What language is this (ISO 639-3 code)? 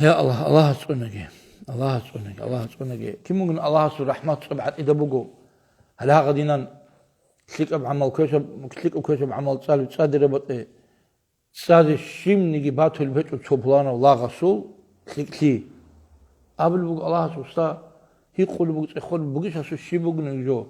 ava